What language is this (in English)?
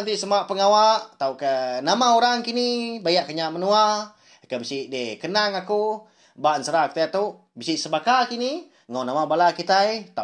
Iban